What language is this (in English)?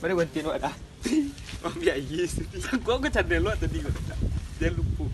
Minangkabau